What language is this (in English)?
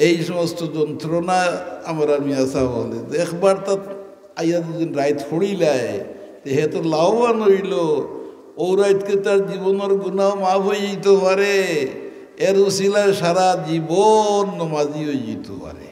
Sylheti